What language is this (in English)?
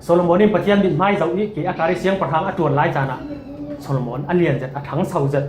Falam Chin